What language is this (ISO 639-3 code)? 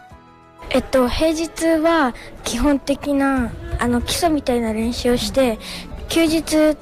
jpn